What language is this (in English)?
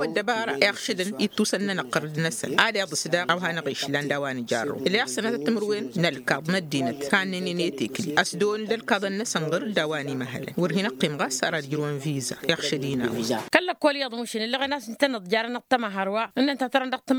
Tamasheq